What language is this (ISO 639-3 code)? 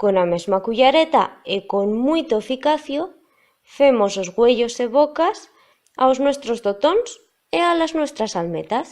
arg